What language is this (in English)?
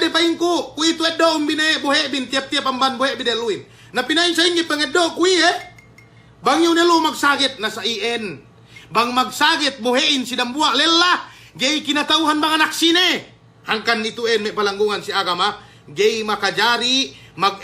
Yakan